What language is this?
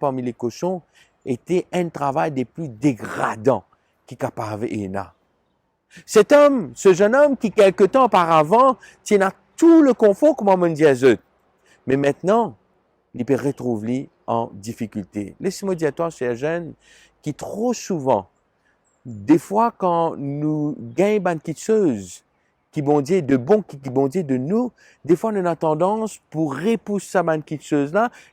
Morisyen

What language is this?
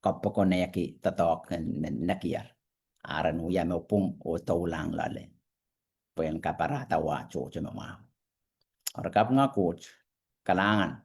Pohnpeian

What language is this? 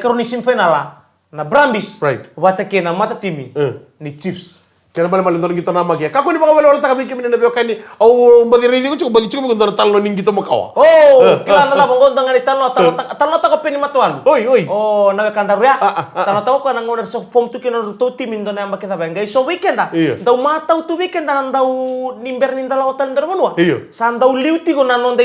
Fijian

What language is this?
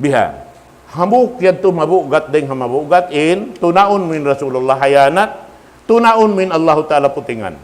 Tausug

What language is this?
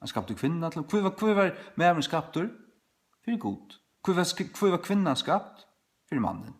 Faroese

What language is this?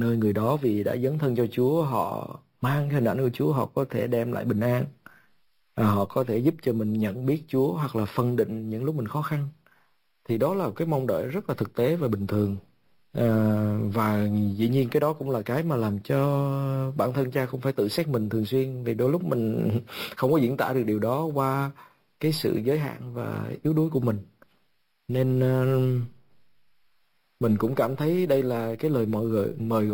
Vietnamese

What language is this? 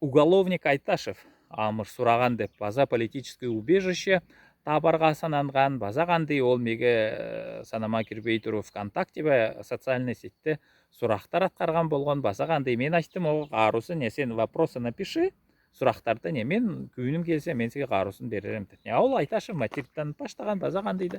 Southern Altai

